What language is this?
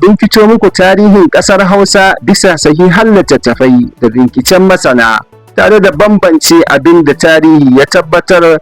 Hausa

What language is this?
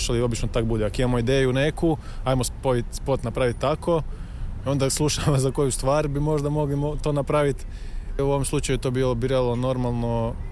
Croatian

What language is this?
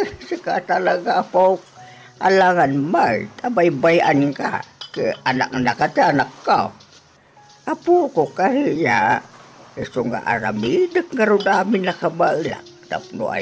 Iloko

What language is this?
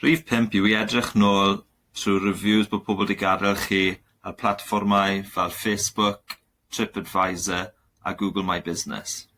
Welsh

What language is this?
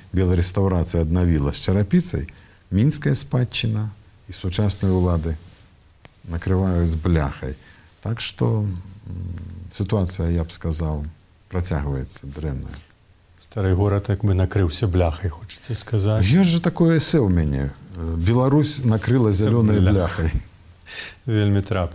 Belarusian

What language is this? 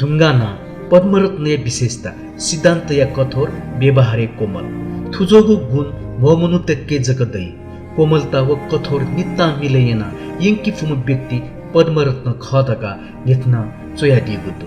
Newari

